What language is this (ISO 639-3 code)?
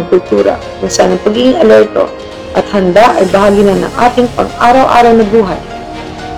fil